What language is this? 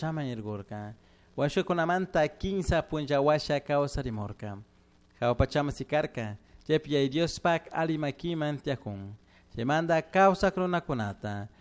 Chimborazo Highland Quichua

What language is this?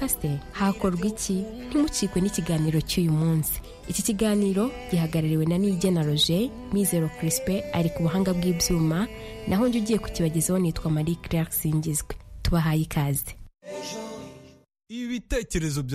Kinyarwanda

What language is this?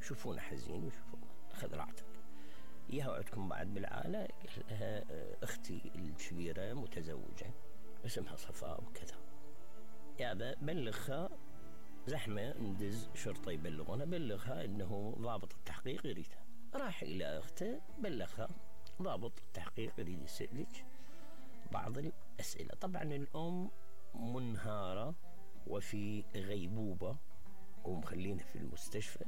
Mesopotamian Arabic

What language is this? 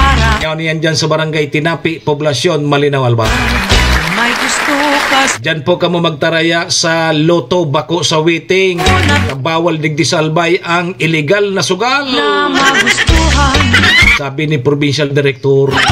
Bikol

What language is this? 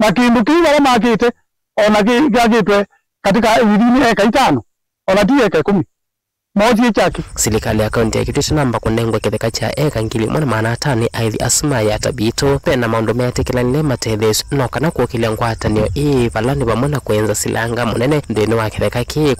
Kamba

